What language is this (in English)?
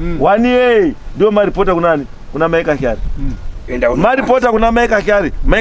Shona